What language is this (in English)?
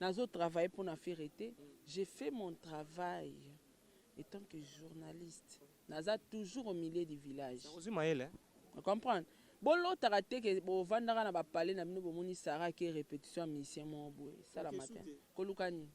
Lingala